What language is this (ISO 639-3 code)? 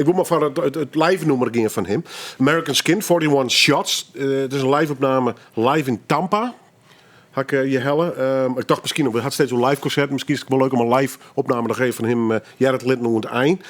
fry